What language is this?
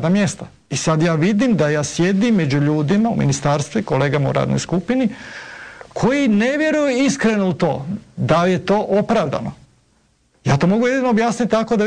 Croatian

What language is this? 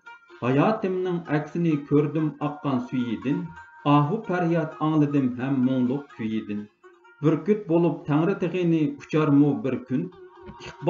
Uyghur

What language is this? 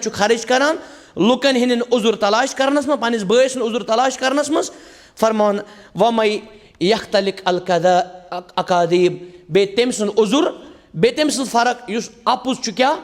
Kashmiri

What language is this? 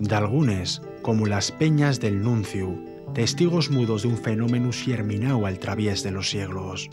Asturian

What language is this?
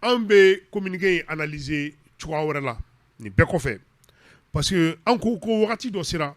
Bambara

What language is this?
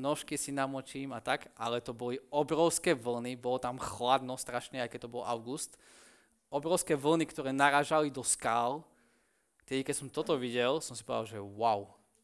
Slovak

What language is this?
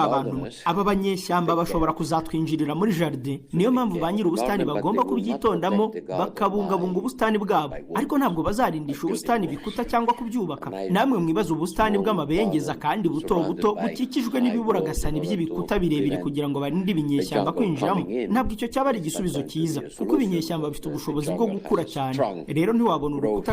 Kinyarwanda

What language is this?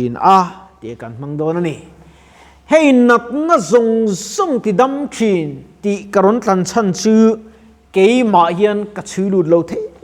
Mizo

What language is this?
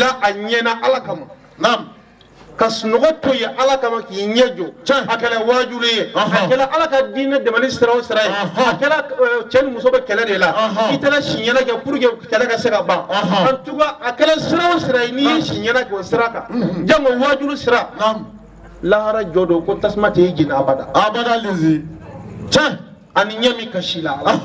Bambara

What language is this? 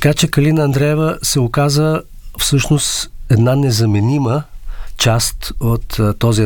Bulgarian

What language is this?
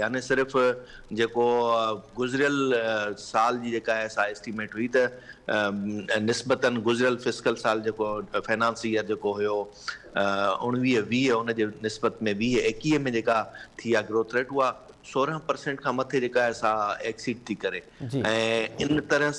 Sindhi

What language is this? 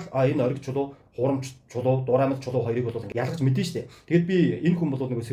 Mongolian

